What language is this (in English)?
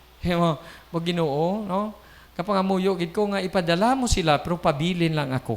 Hiligaynon